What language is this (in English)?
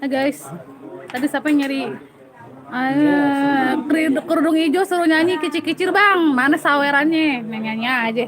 Betawi